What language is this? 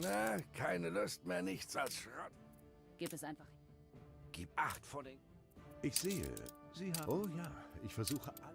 Bavarian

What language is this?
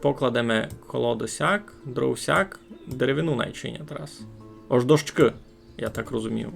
Rusyn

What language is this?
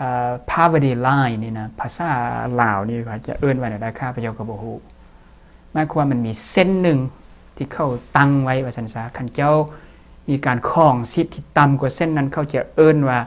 Lao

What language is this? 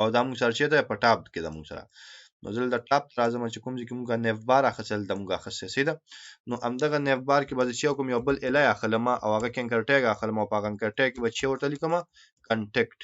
Pashto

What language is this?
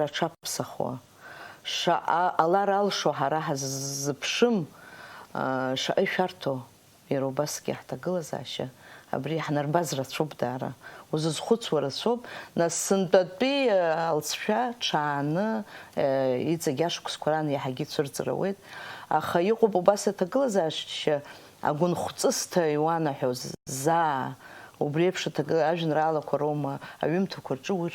Abkhazian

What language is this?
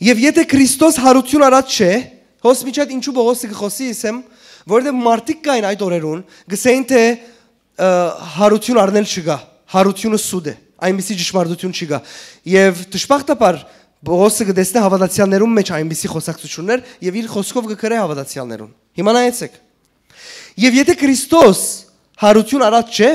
Western Armenian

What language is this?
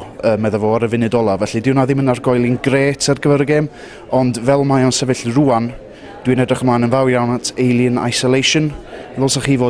Welsh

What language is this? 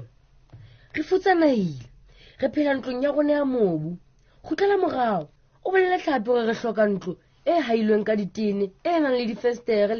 Southern Sotho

